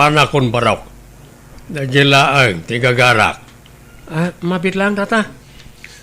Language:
Iloko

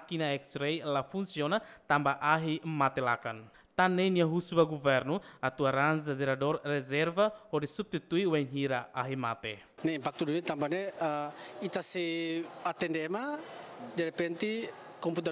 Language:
Tetum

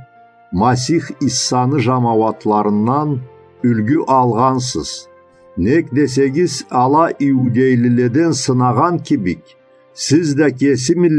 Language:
Karachay-Balkar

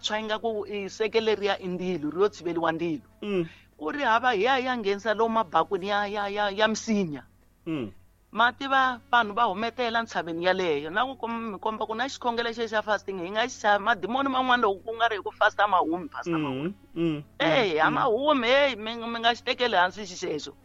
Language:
Tsonga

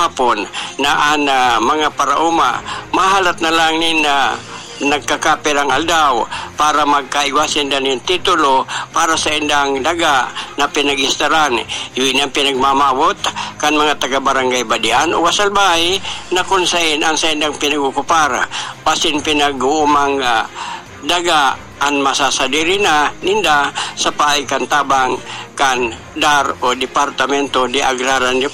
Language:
Bikol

